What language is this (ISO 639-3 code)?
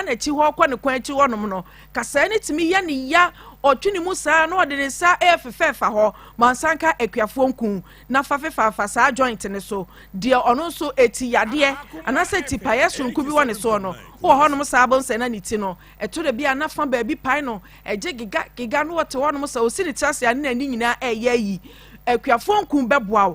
aka